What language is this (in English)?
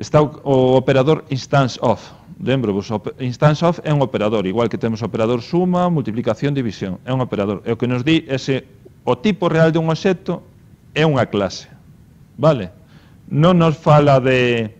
Galician